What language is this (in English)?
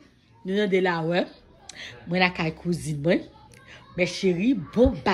Haitian Creole